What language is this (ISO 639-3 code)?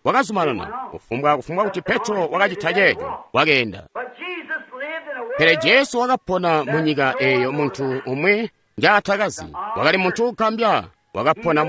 toi